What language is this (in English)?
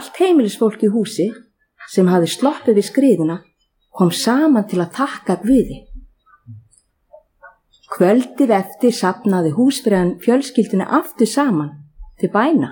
Icelandic